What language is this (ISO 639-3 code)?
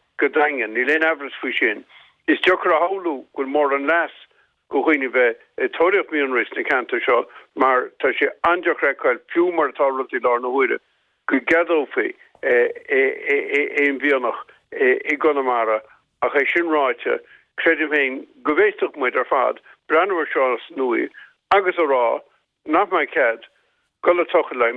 gle